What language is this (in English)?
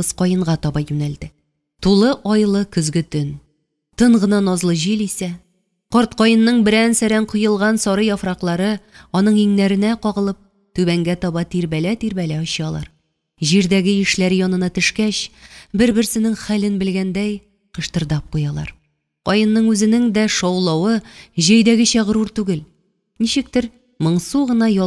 Tatar